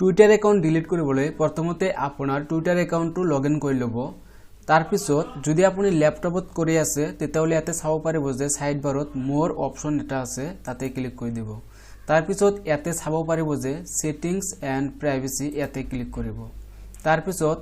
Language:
Assamese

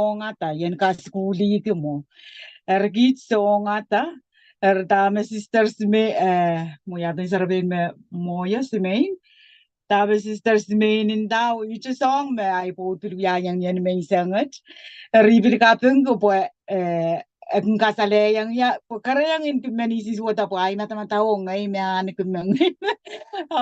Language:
Pohnpeian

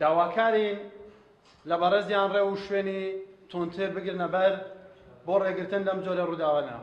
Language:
Central Kurdish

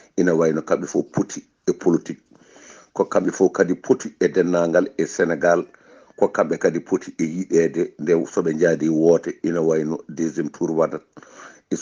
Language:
Fula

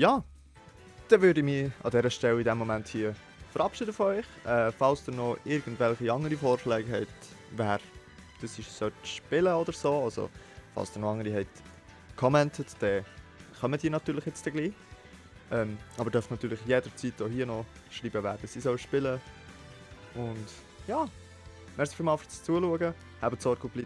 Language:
Swiss German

